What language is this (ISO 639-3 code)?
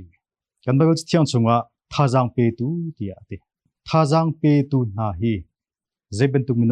cnh